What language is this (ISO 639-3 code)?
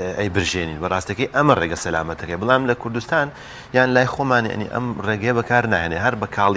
ckb